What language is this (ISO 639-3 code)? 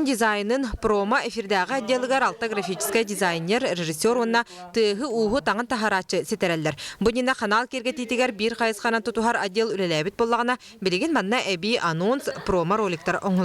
sah